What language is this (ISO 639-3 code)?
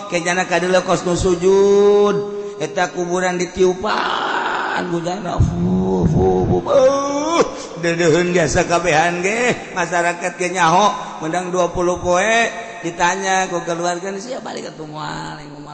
sun